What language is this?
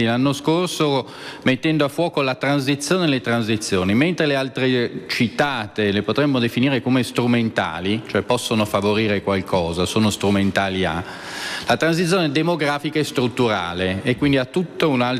Italian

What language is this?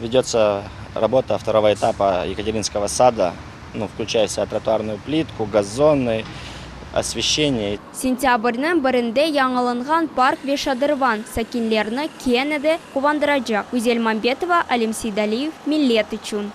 Crimean Tatar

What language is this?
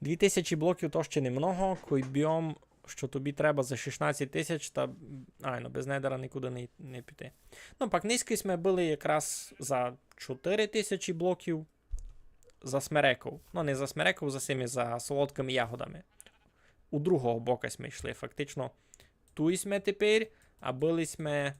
Rusyn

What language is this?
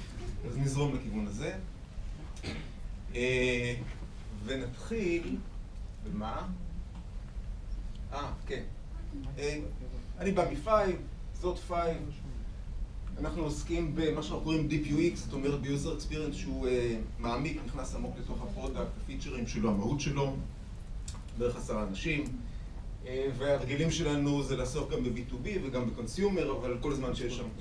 Hebrew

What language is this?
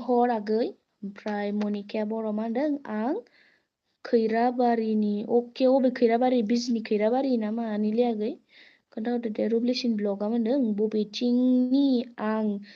Bodo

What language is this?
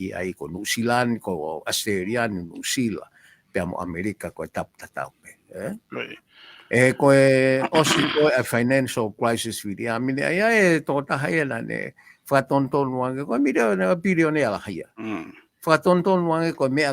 Tongan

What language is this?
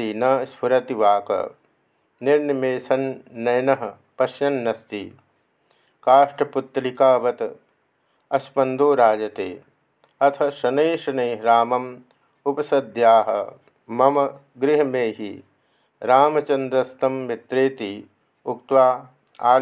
Sanskrit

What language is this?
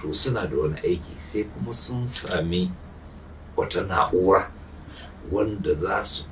Hausa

